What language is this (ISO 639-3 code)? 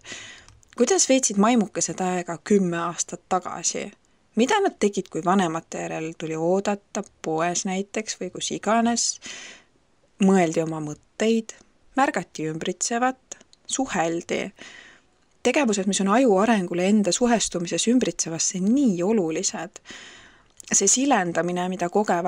est